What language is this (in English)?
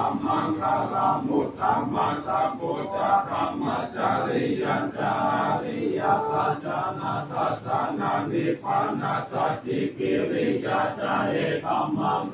Pali